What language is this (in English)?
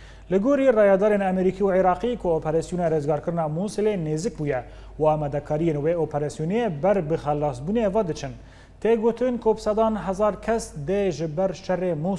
Kurdish